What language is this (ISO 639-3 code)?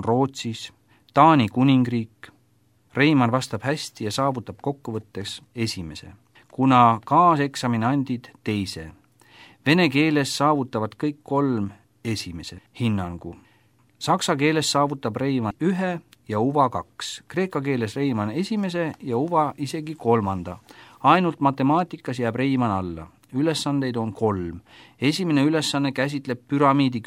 est